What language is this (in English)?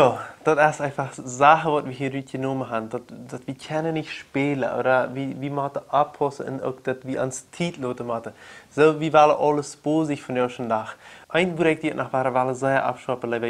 Plautdietsch